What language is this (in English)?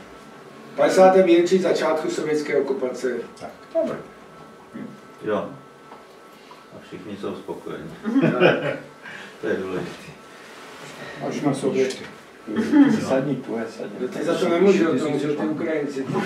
Czech